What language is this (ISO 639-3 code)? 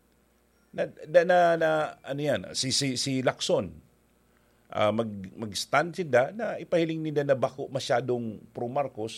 bik